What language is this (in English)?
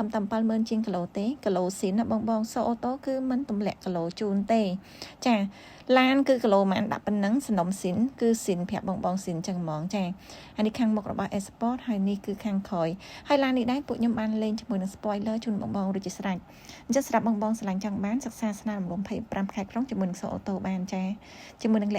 Khmer